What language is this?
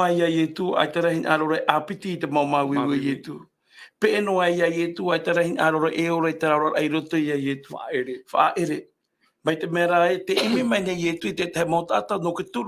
Tahitian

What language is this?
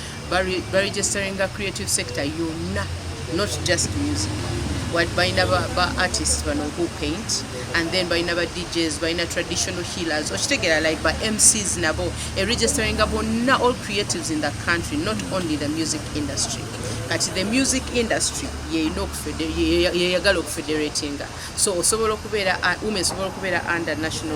Ganda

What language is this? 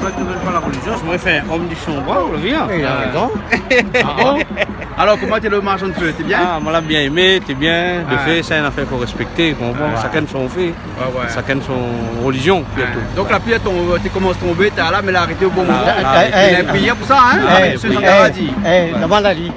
Réunion Creole French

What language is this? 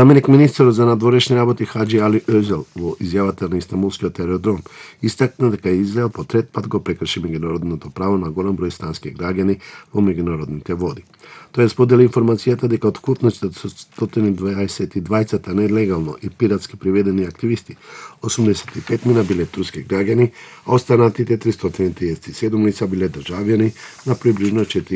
Macedonian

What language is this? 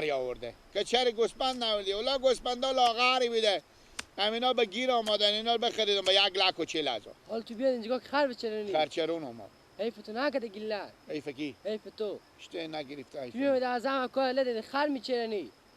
Persian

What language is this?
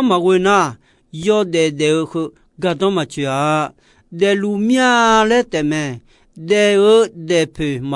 Akha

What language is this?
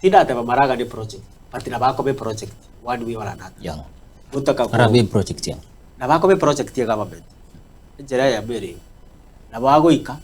Gusii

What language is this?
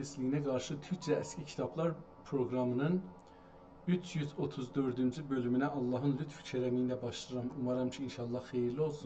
South Azerbaijani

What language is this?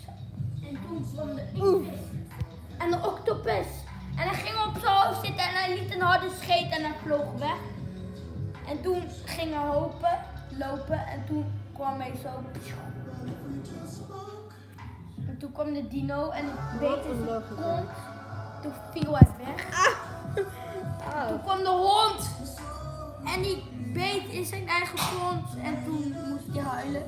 Dutch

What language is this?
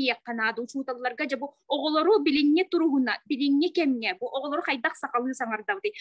Yakut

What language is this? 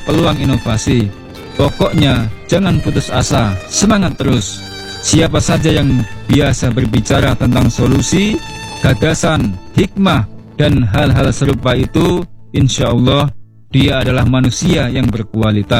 Indonesian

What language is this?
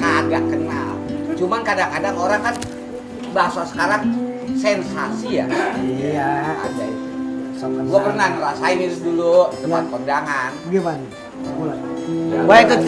Betawi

